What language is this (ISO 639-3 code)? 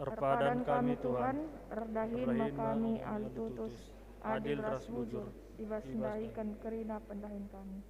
btx